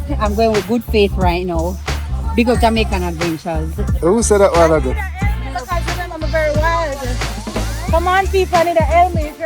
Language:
Jamaican Creole English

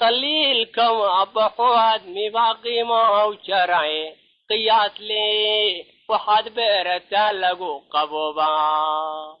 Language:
Somali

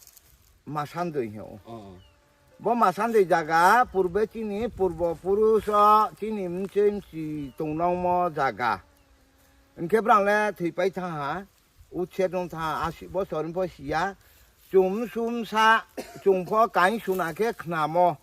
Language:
Riang (India)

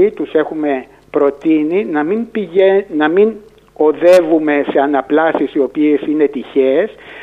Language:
Greek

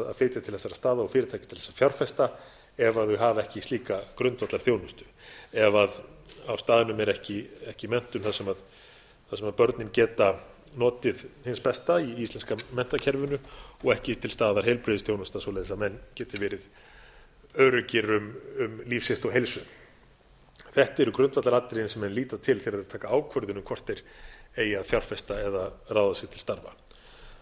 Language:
Icelandic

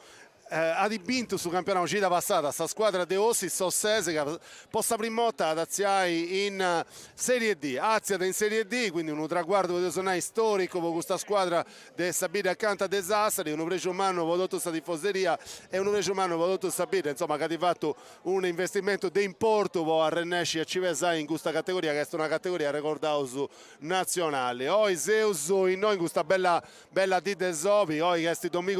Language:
Sardinian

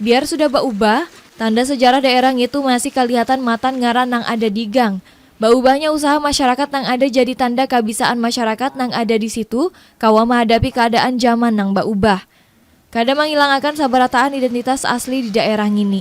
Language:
Banjar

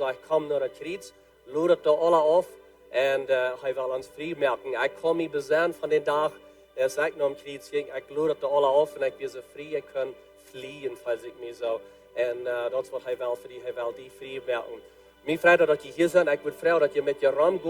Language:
Plautdietsch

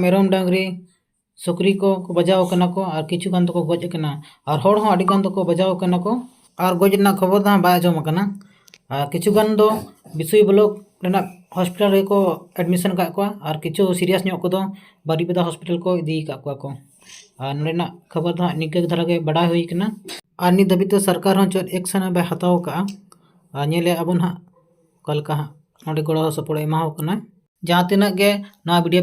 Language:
Santali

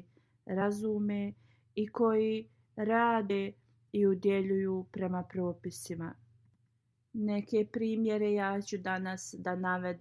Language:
Bosnian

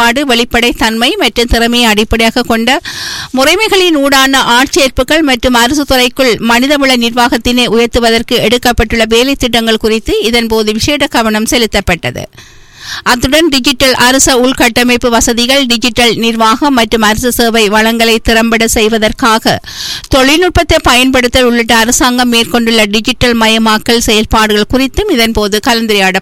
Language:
Tamil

